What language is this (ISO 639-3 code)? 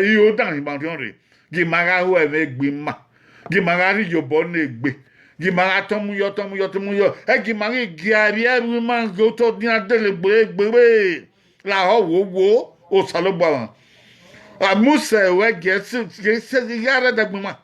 bin